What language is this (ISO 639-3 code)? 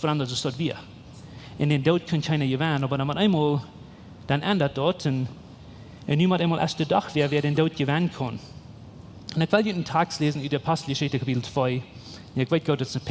pdt